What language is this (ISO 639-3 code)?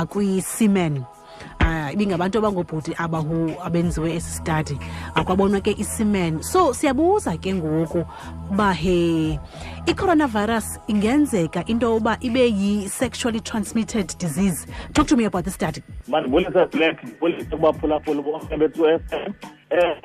xho